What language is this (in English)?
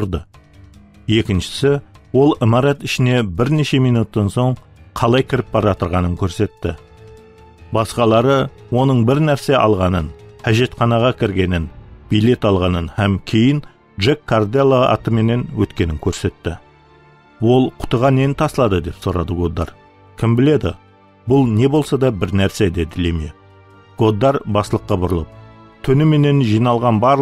Kara-Kalpak